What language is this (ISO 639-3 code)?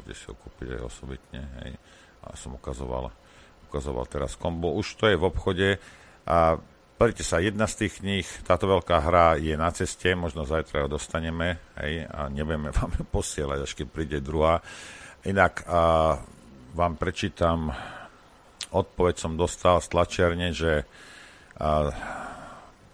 slk